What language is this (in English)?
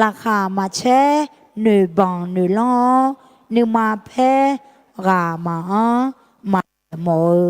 Akha